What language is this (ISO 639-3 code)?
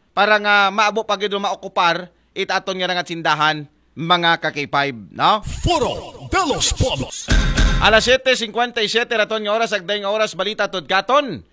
akl